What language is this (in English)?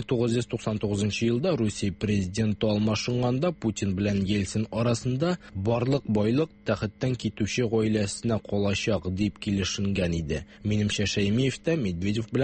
Tatar